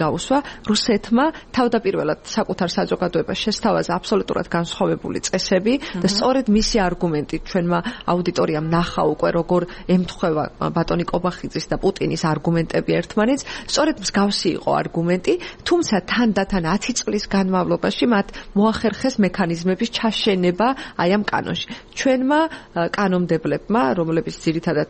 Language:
Georgian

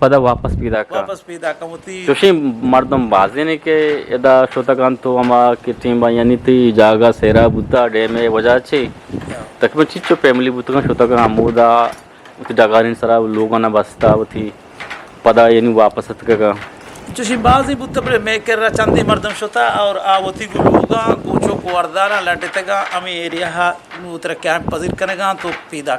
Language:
Eastern Balochi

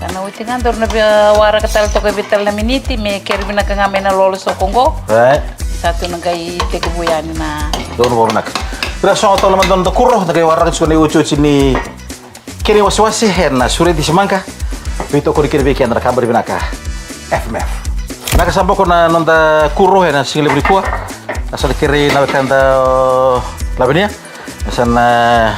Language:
Fijian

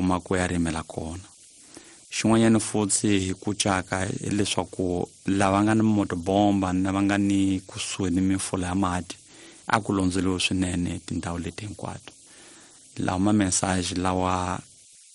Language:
Tsonga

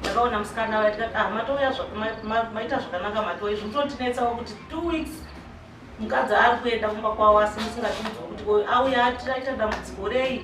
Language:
Shona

